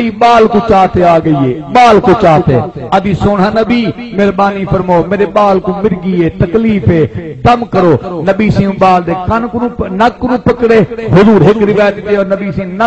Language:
Saraiki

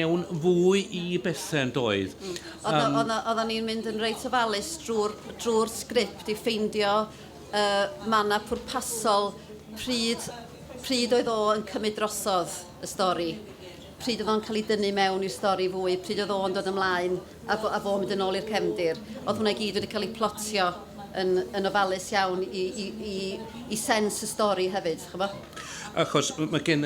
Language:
Welsh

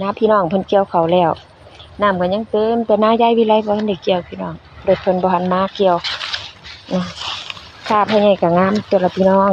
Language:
Northeastern Thai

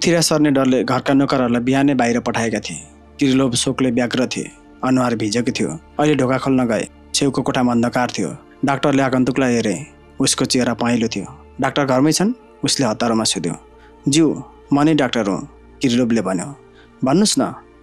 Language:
Nepali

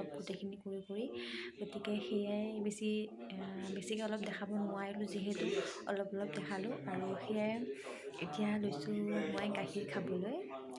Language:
Assamese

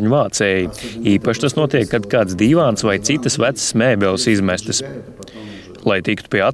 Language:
Latvian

